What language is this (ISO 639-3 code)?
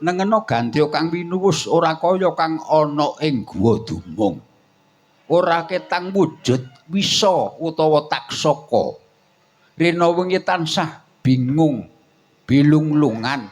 jav